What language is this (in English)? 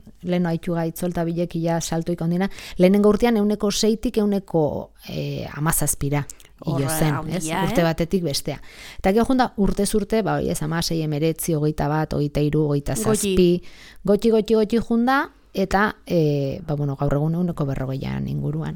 Basque